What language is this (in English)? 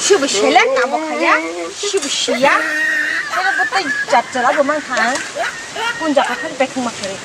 Kok Borok